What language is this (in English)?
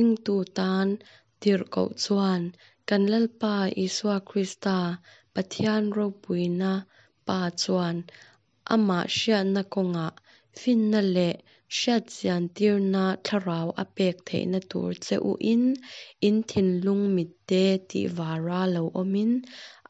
Hakha Chin